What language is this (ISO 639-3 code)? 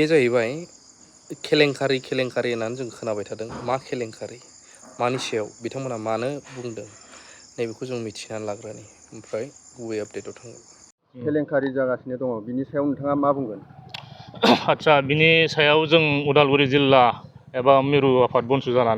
brx